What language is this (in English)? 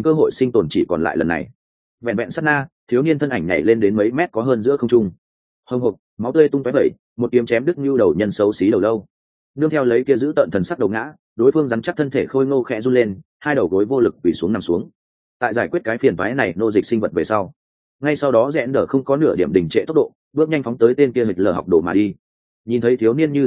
Vietnamese